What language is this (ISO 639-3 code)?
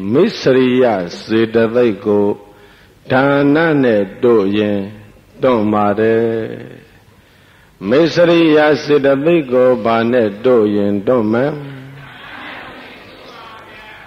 mya